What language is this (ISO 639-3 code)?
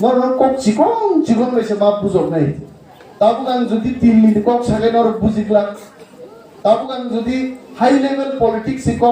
trp